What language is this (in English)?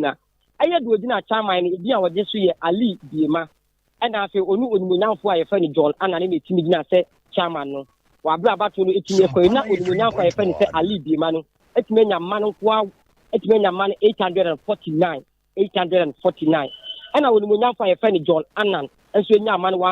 Akan